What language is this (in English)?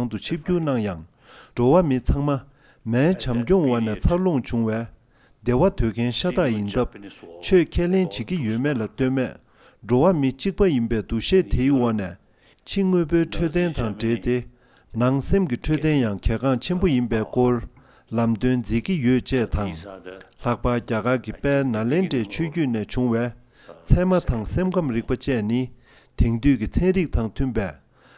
Tibetan